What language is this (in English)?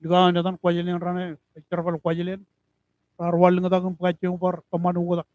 Marshallese